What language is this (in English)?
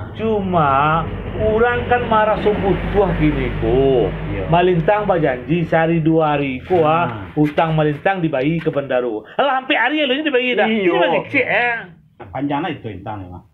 Minangkabau